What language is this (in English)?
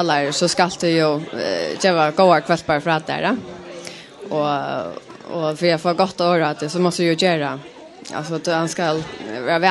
Faroese